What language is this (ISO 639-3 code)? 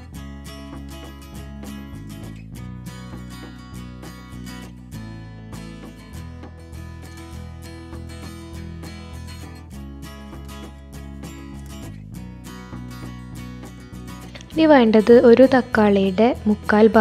mal